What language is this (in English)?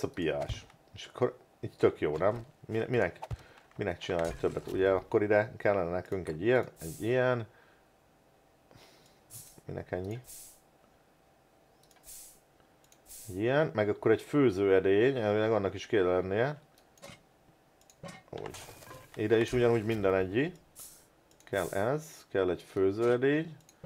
Hungarian